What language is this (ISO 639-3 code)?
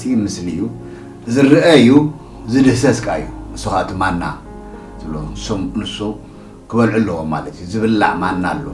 tir